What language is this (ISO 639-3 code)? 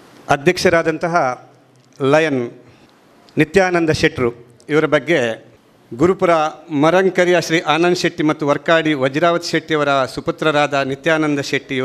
kan